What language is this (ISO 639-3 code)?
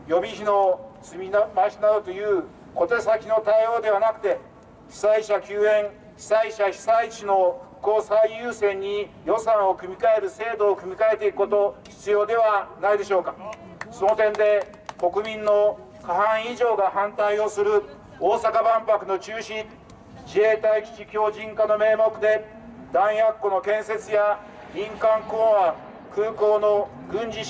jpn